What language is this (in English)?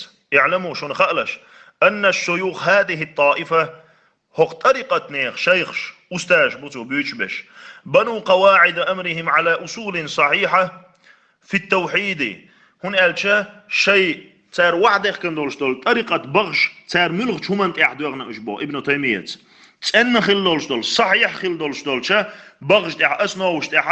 Chechen